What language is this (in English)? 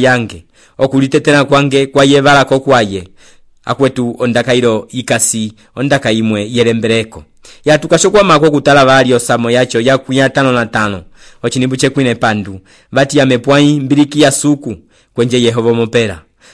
Umbundu